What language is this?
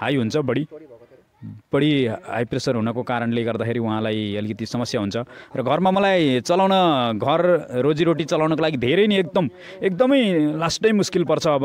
Nepali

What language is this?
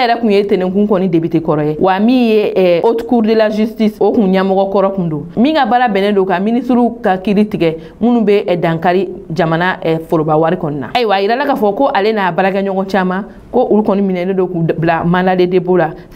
Bambara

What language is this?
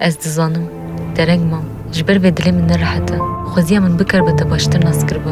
Kurdish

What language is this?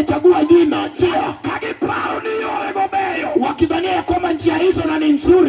Luo (Kenya and Tanzania)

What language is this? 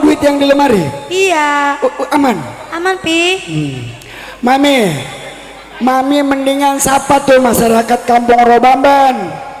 Betawi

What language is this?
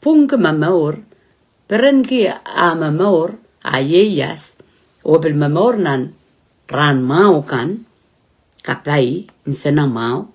Pohnpeian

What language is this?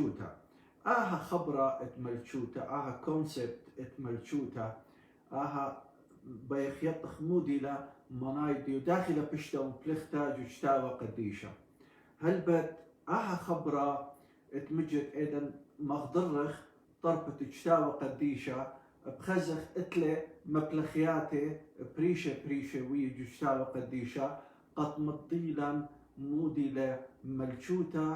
Assyrian Neo-Aramaic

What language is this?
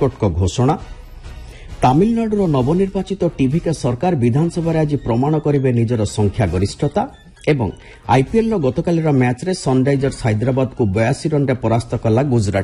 Odia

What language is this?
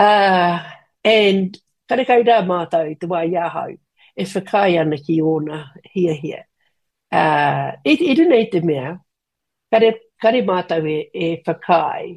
Māori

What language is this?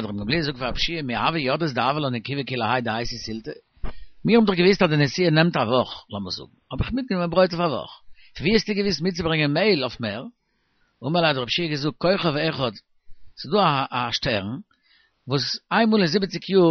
Yiddish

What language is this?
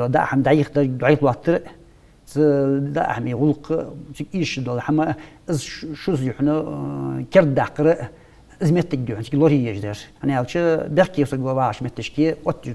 Ingush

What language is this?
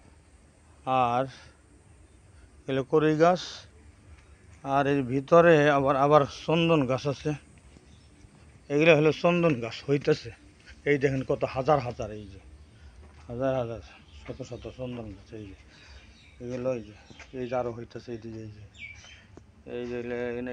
Bangla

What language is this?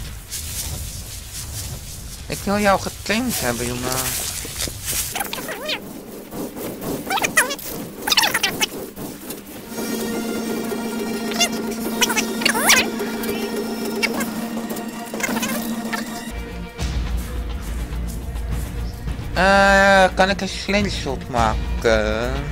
Dutch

